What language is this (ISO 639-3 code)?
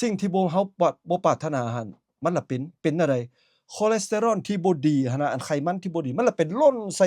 lao